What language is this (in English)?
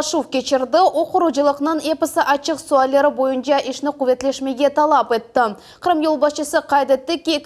Crimean Tatar